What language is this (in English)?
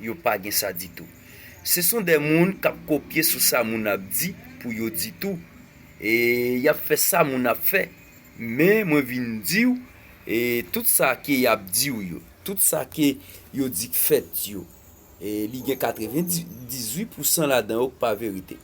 Haitian Creole